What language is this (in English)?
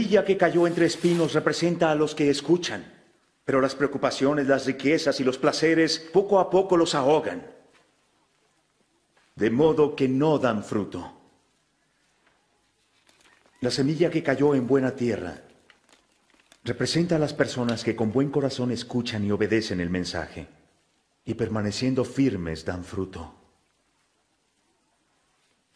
Spanish